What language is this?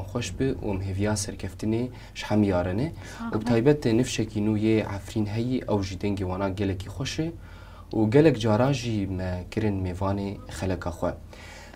Kurdish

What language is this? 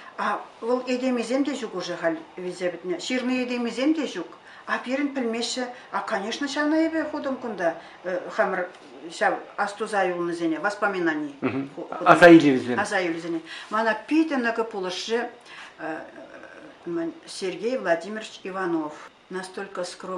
Chuvash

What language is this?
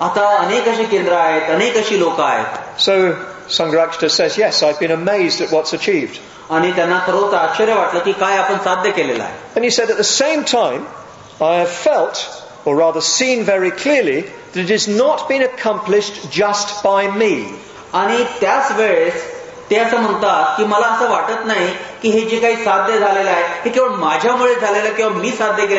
Marathi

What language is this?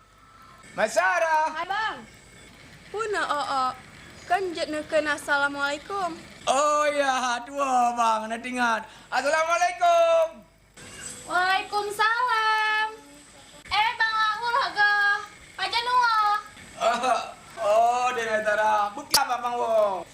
Achinese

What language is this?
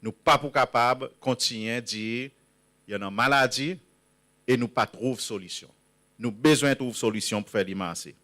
Seselwa Creole French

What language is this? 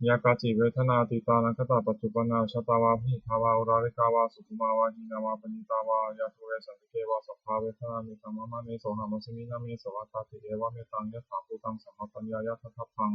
Pali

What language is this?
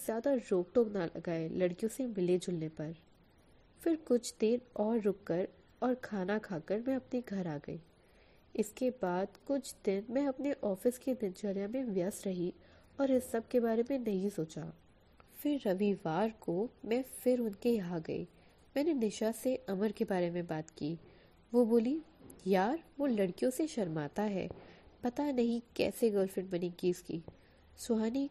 Hindi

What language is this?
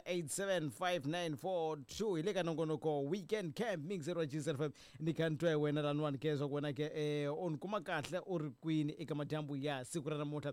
Tsonga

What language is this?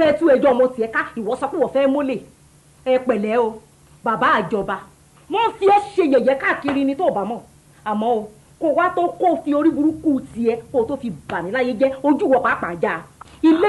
Yoruba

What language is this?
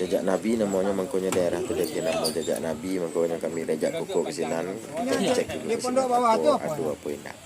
Minangkabau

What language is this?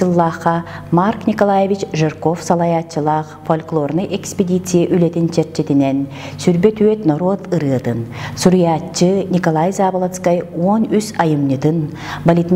Yakut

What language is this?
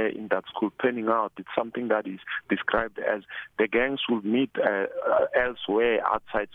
English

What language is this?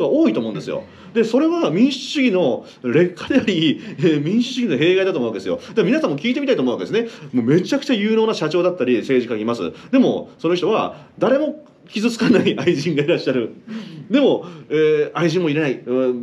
Japanese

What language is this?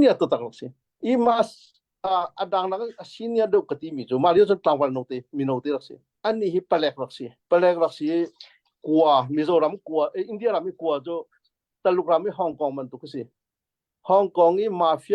Hakha Chin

